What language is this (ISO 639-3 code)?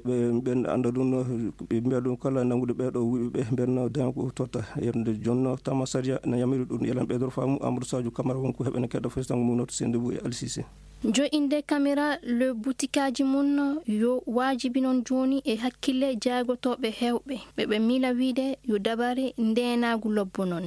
ffm